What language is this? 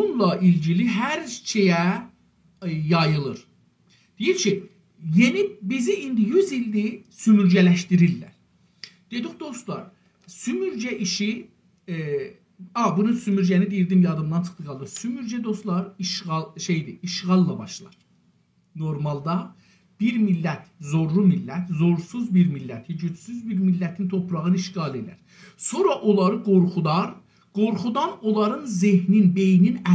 South Azerbaijani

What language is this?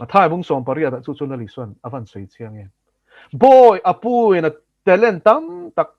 Mizo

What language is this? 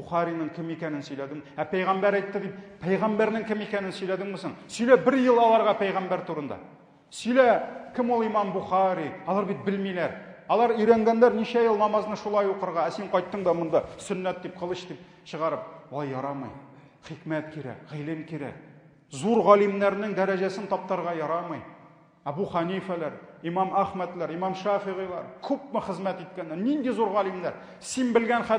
Tatar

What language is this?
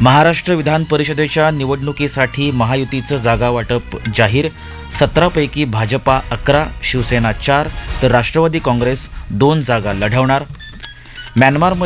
Marathi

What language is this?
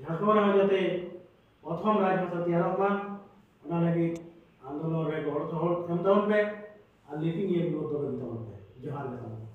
Santali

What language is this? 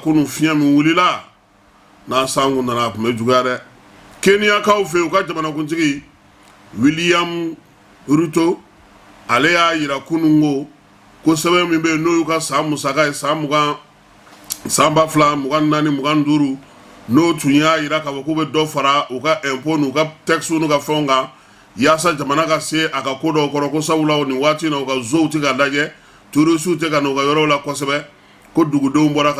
Bambara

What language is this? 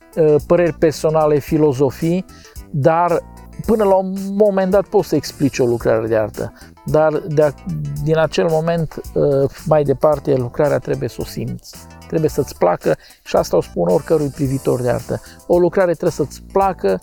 Romanian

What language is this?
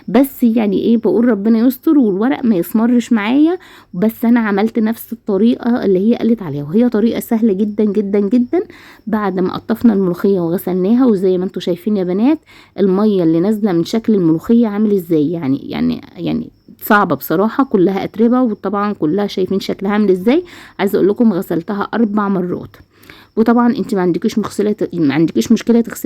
Egyptian Arabic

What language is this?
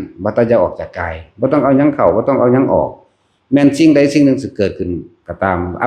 Northeastern Thai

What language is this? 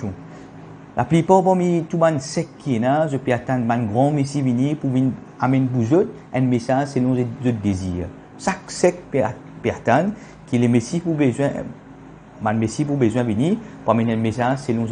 Morisyen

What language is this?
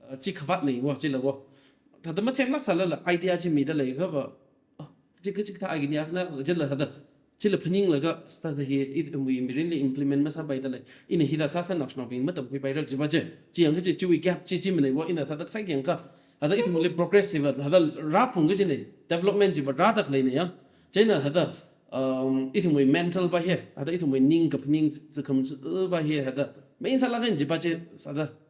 Tangkhul Naga (India)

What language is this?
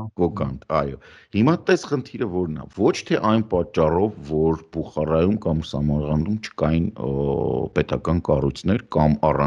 Armenian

